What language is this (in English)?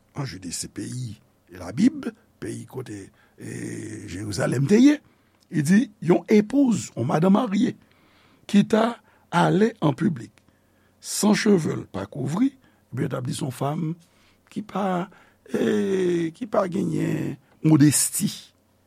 Haitian Creole